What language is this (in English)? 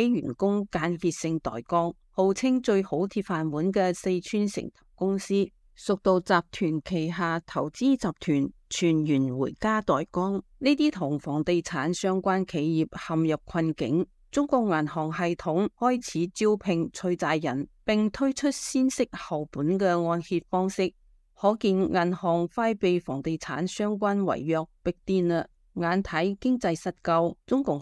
Cantonese